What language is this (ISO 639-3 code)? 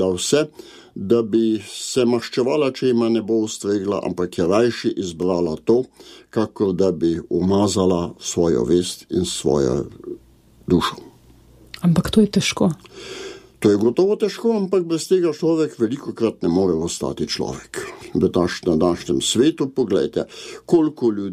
slv